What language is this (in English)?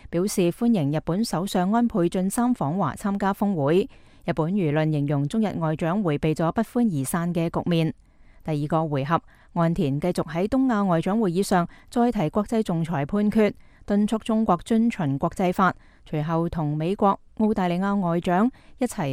Cantonese